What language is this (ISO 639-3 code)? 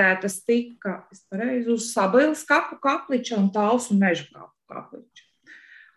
lav